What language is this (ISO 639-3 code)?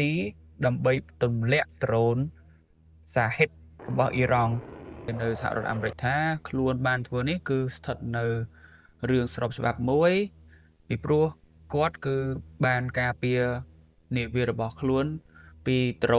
khm